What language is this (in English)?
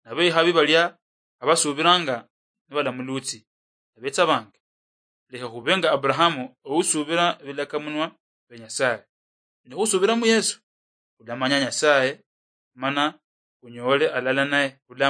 Luyia